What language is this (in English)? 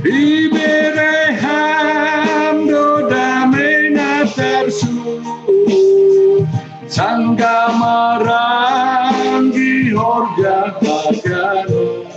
Batak Simalungun